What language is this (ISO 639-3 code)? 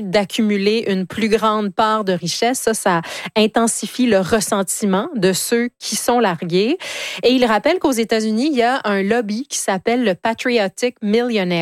fra